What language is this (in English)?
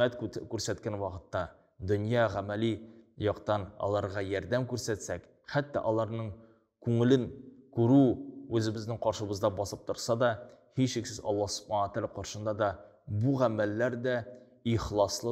Tatar